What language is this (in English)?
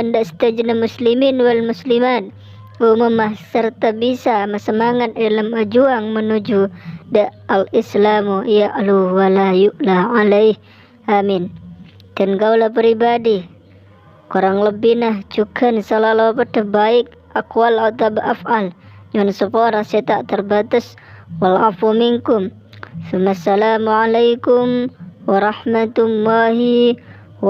Madurese